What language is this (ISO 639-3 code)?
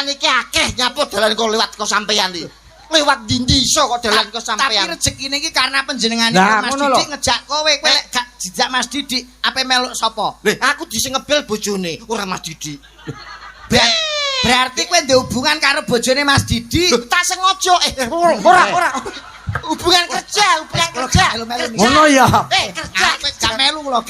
jav